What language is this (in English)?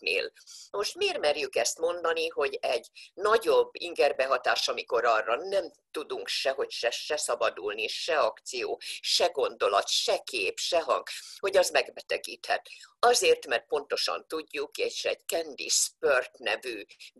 Hungarian